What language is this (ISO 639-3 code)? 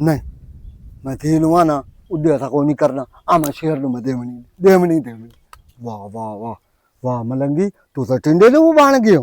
lah